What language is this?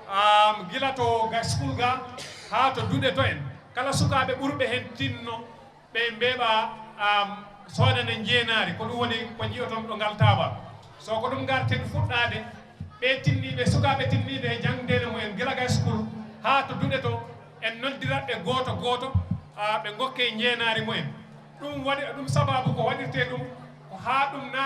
Fula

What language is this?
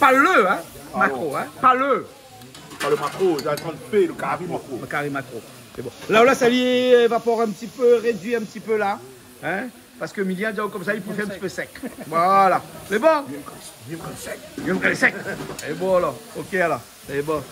Réunion Creole French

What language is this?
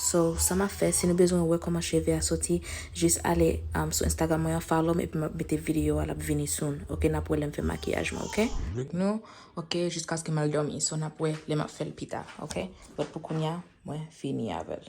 Haitian Creole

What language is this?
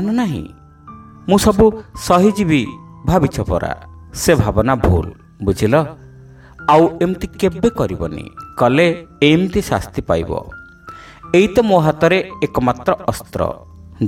Odia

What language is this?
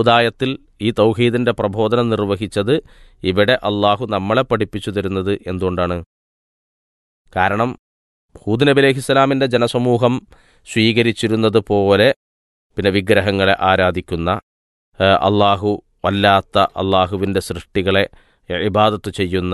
Malayalam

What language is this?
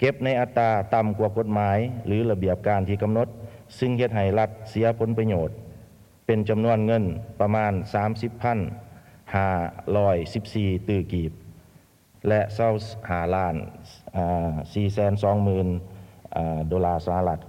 Lao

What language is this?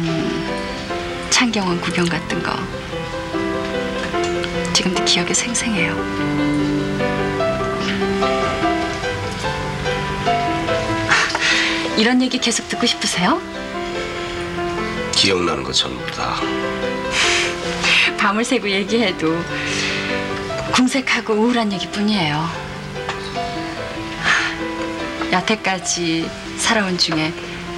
Korean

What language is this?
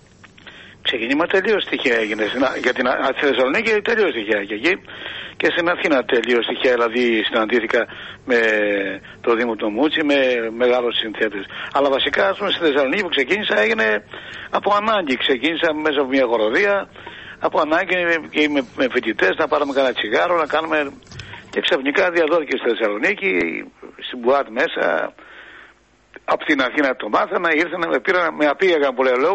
Greek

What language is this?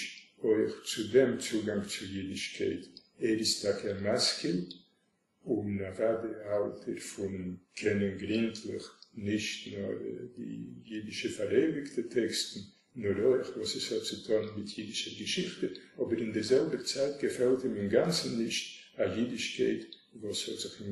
Yiddish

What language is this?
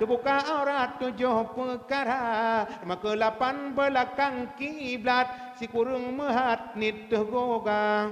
Achinese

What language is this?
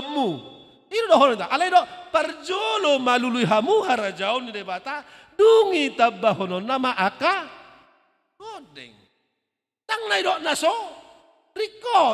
Batak Toba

